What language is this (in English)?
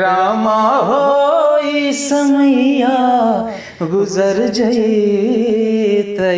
Magahi